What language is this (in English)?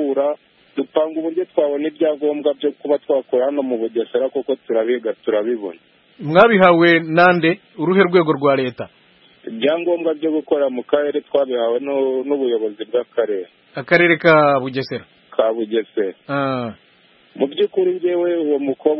Kinyarwanda